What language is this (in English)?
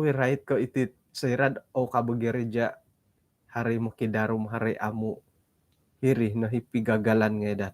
Central Dusun